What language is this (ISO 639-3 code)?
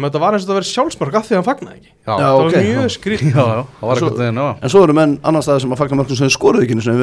isl